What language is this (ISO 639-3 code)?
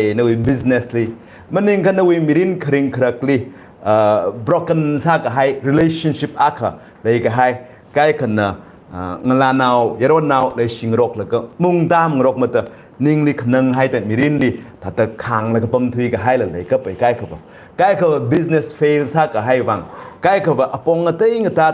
nmf